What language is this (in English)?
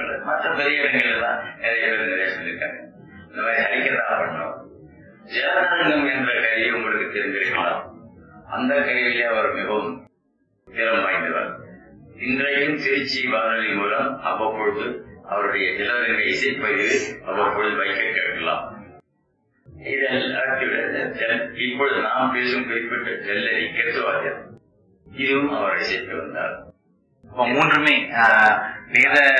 Tamil